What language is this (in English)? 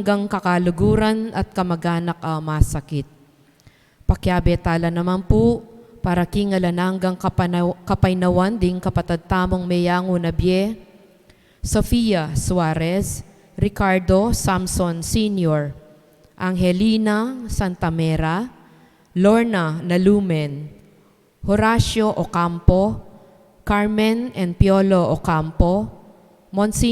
Pampanga